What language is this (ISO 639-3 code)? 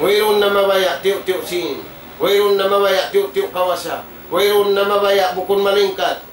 tsg